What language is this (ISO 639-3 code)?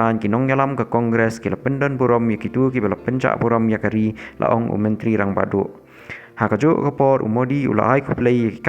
kha